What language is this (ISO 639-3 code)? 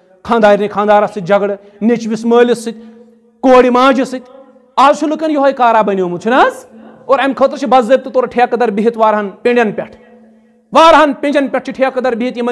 kas